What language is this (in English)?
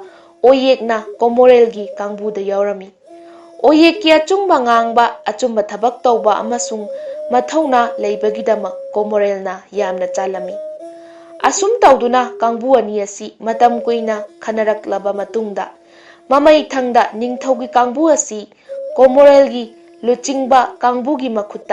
Manipuri